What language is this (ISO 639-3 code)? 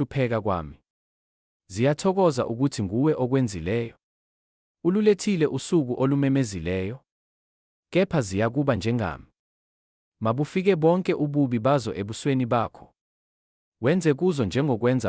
zul